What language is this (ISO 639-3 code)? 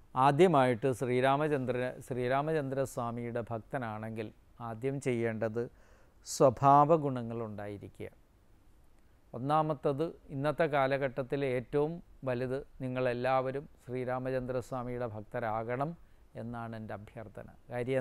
mal